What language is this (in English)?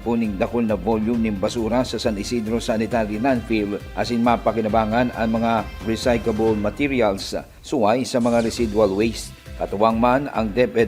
Bikol